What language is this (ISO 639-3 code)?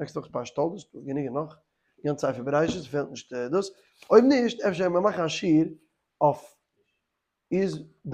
yid